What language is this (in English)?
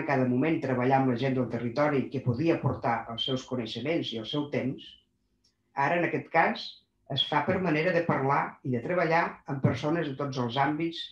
Catalan